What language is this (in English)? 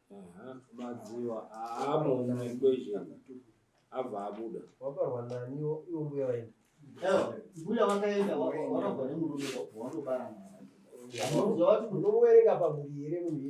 Shona